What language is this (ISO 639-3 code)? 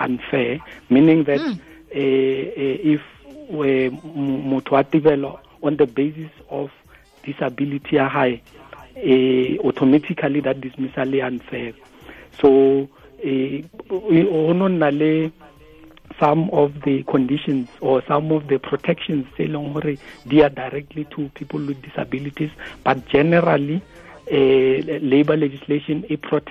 tsn